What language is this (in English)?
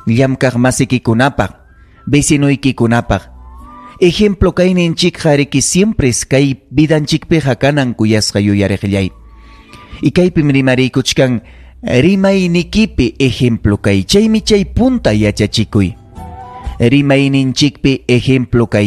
Ayacucho Quechua